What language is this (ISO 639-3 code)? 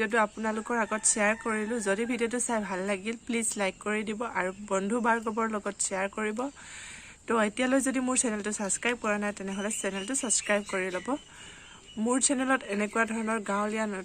asm